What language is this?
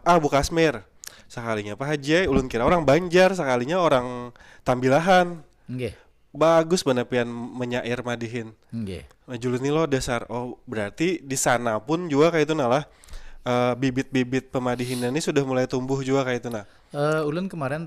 Banjar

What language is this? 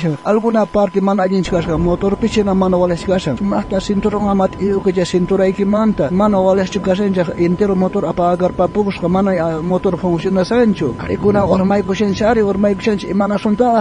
South Bolivian Quechua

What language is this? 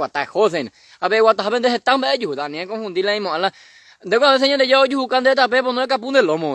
Guarani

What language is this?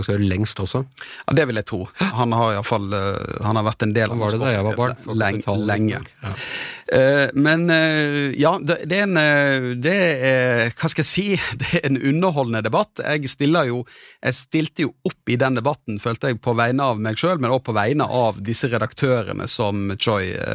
Norwegian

